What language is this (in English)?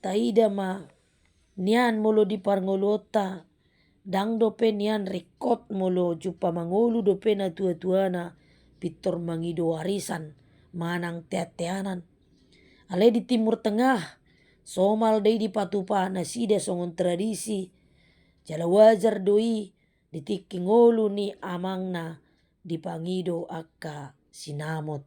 Batak Toba